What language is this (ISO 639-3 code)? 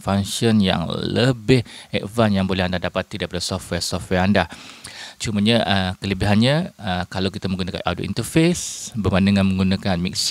msa